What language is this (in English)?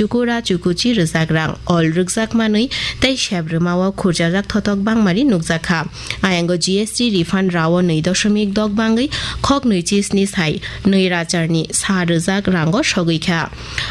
Kok Borok